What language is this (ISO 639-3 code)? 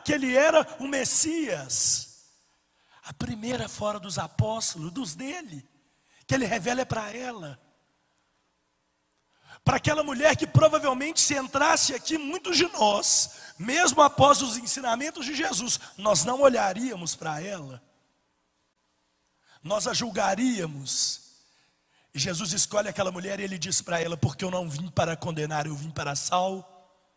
por